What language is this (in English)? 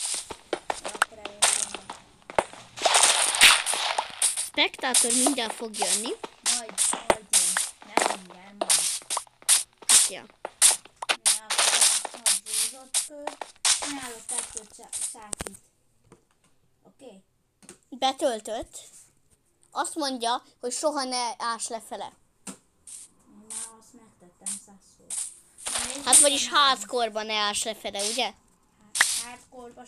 Hungarian